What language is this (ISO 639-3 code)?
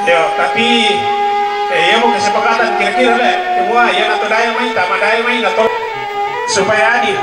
sda